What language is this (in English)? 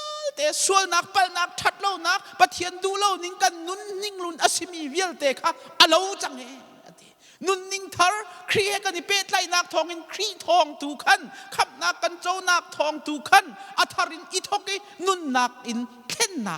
Hakha Chin